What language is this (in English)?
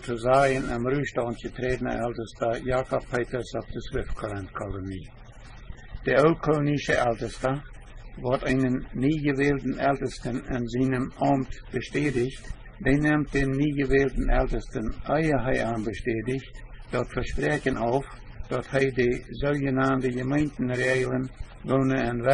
Plautdietsch